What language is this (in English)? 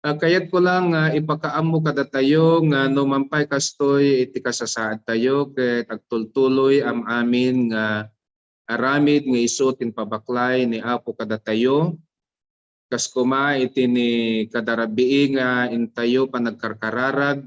Iloko